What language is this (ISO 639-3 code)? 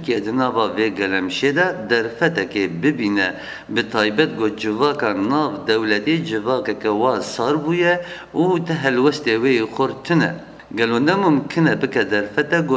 kur